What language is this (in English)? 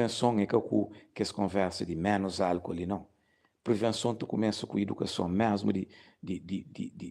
Kabuverdianu